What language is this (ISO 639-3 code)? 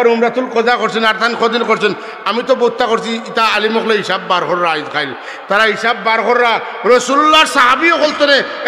syl